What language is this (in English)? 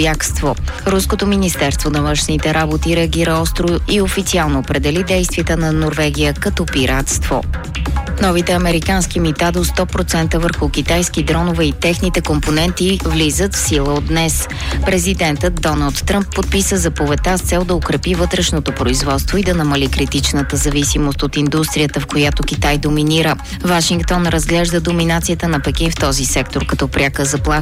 Bulgarian